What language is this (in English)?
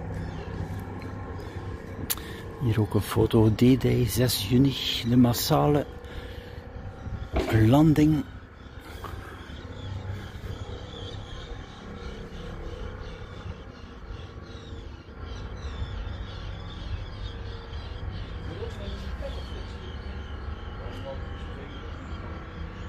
Dutch